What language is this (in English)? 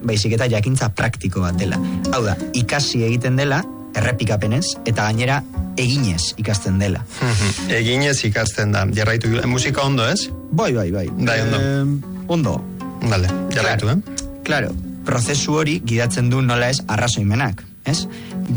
Basque